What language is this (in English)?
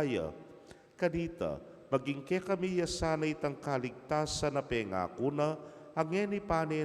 Pampanga